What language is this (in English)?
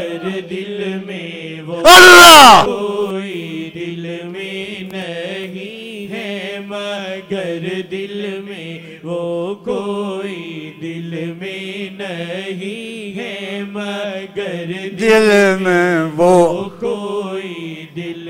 Urdu